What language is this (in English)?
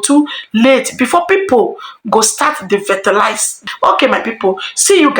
Nigerian Pidgin